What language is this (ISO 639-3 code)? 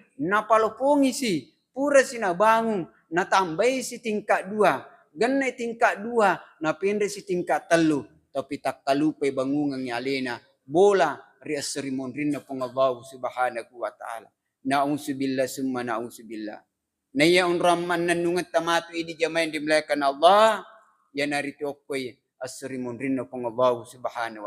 bug